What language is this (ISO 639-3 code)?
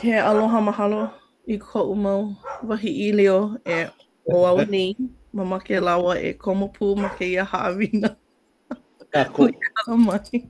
haw